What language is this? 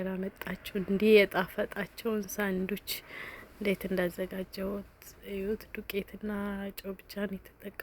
Amharic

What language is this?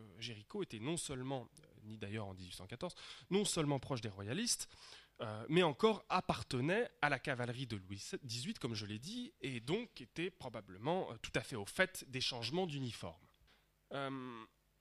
French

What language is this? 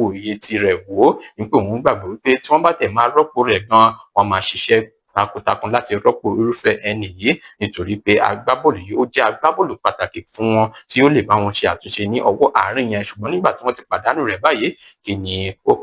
Yoruba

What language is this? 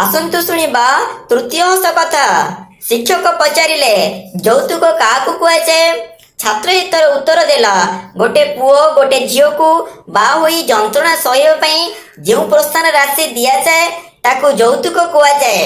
Odia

